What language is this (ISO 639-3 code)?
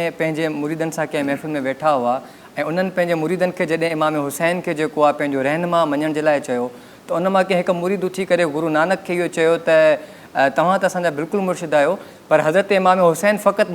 snd